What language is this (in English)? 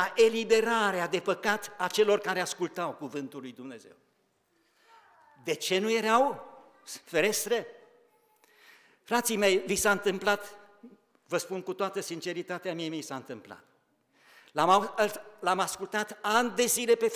Romanian